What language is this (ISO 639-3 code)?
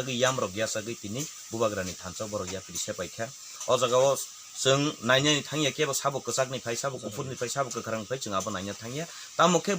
trp